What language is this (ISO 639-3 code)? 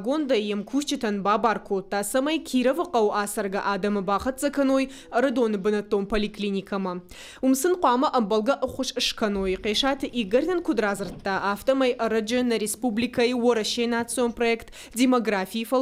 oss